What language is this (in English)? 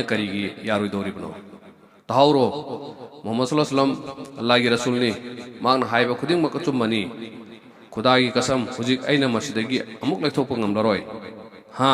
Manipuri